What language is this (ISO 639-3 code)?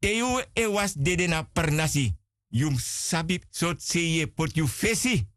srn